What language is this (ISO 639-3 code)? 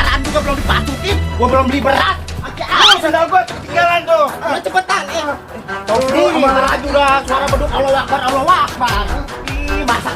bew